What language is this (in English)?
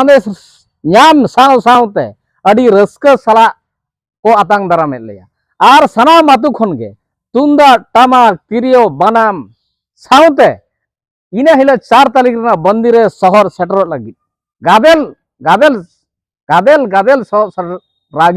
Santali